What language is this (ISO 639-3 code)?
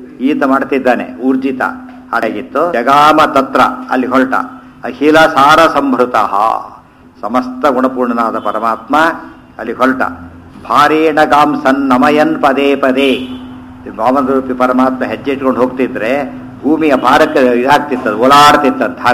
kan